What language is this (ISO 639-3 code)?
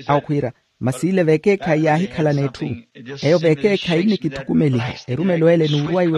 vmw